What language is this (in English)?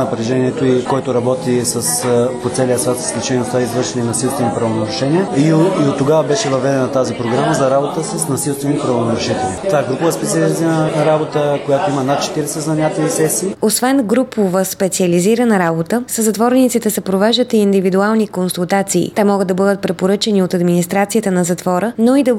Bulgarian